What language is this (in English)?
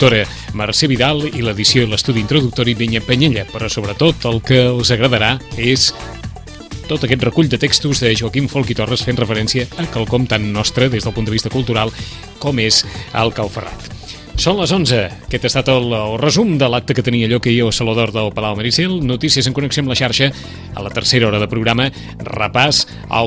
Catalan